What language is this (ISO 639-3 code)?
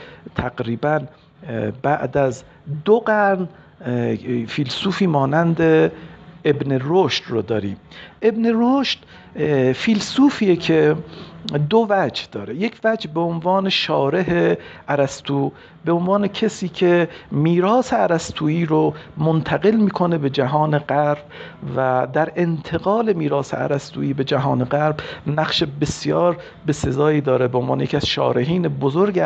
fas